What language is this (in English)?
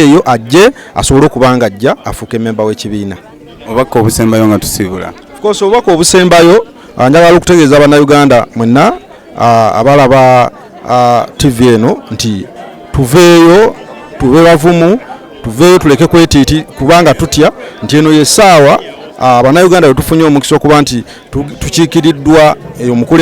Ganda